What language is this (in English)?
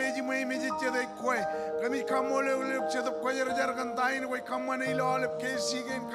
Marshallese